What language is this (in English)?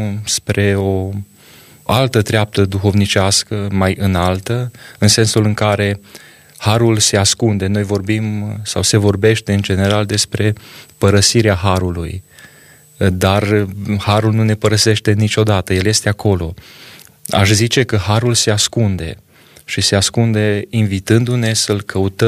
Romanian